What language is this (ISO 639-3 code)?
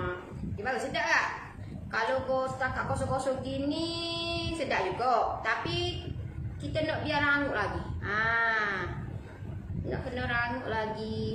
msa